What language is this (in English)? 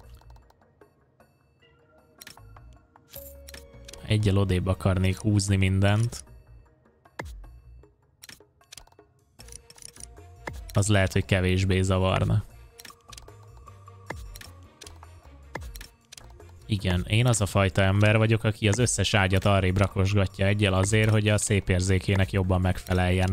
Hungarian